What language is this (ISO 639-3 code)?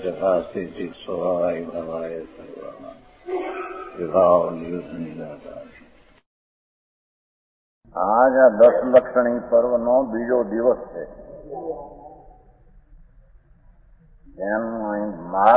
guj